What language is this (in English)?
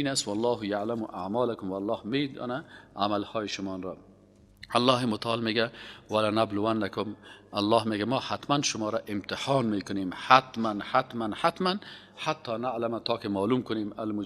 Persian